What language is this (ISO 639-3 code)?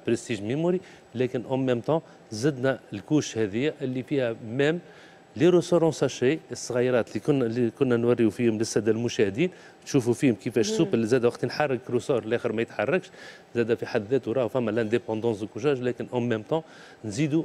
aeb